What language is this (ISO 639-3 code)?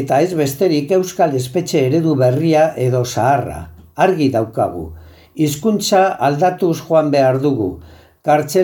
eus